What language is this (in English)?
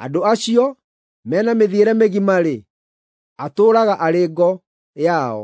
Kikuyu